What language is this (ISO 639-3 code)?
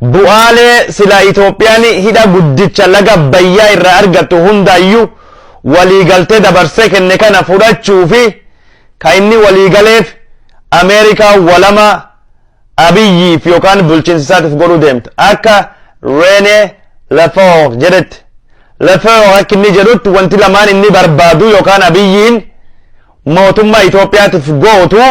orm